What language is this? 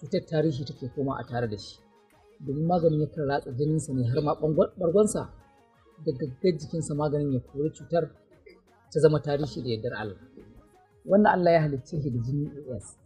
Hausa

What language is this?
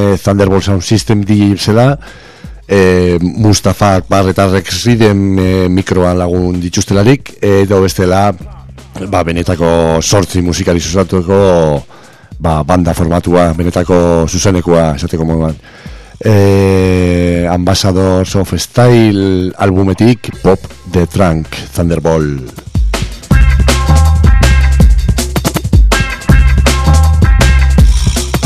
Basque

